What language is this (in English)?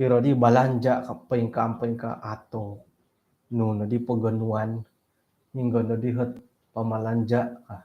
Central Dusun